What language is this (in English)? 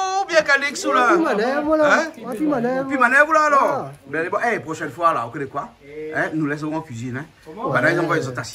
Réunion Creole French